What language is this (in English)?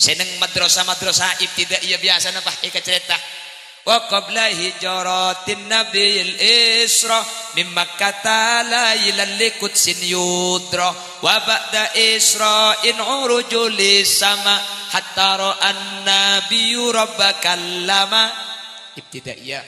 Madurese